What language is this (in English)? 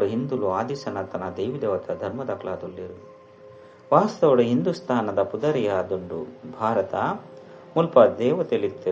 Tulu